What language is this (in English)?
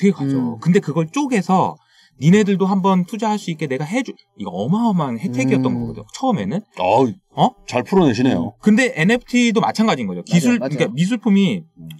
Korean